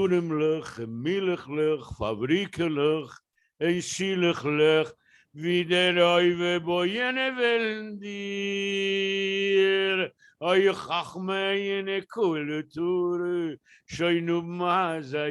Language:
Yiddish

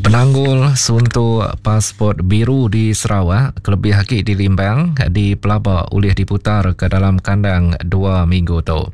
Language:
Iban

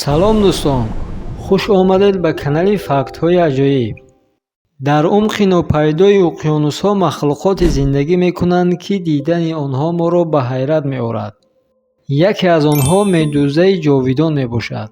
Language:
Tajik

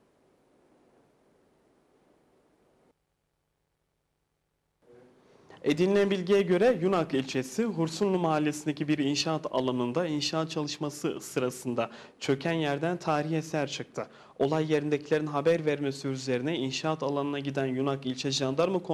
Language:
Turkish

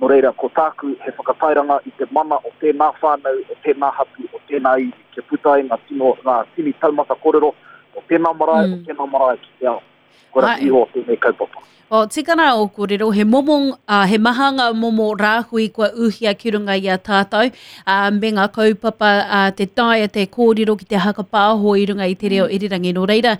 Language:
Māori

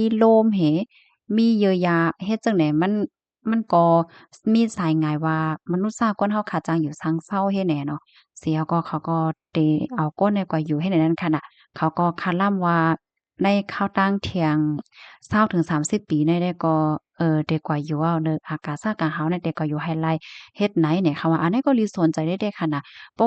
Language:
Shan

